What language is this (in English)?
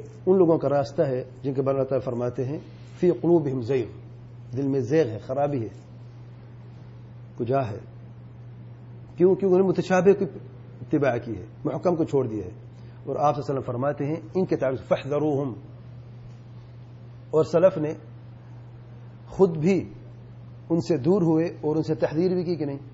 Urdu